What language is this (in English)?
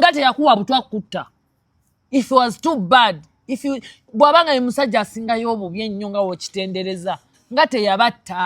Ganda